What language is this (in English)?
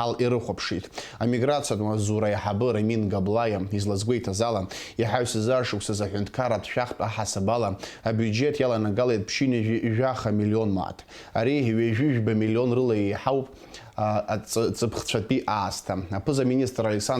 Abkhazian